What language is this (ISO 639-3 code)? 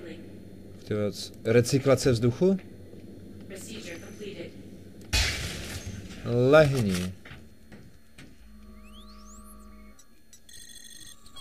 ces